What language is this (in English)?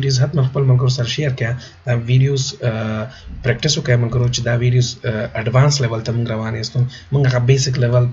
Pashto